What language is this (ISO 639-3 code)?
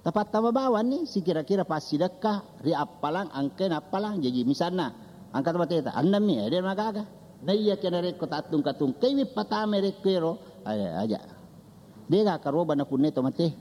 bug